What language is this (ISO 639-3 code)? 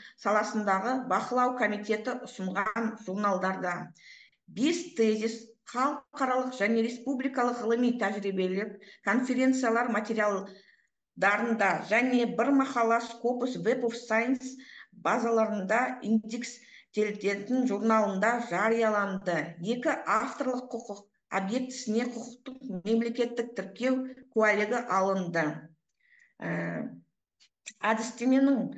kaz